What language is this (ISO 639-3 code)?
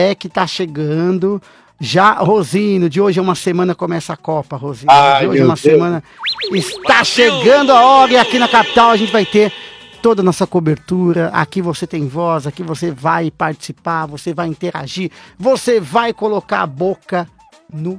por